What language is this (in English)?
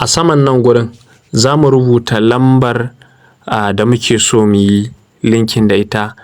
Hausa